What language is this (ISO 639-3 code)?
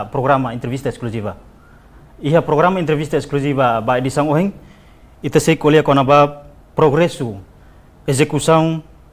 tet